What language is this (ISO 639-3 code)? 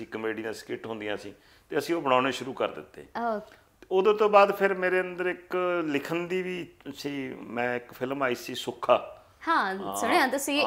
pan